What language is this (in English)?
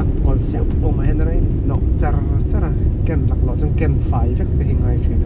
Mizo